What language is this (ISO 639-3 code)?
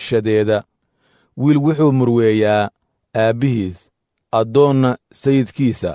som